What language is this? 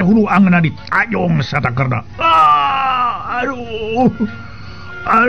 Sundanese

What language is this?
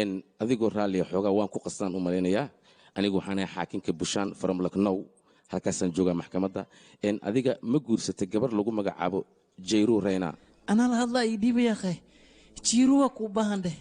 Somali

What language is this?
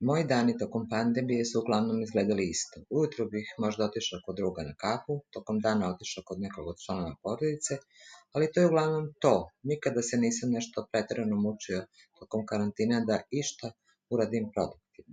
Serbian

